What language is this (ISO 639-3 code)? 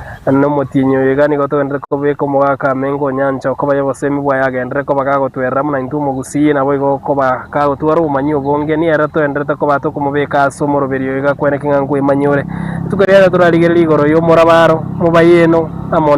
guz